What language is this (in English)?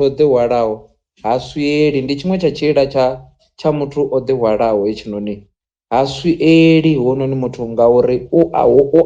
Venda